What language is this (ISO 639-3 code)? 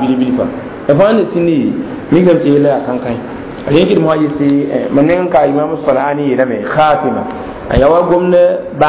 mos